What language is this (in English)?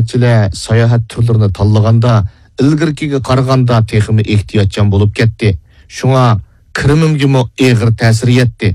Uyghur